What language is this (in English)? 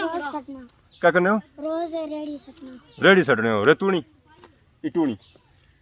Pahari-Potwari